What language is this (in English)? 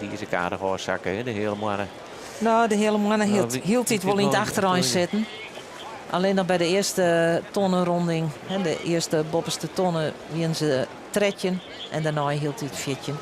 Western Frisian